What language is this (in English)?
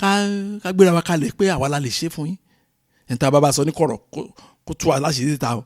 Yoruba